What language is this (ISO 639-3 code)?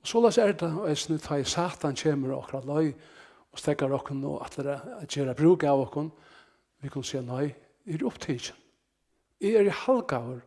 fao